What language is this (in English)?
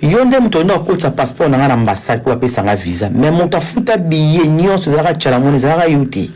Lingala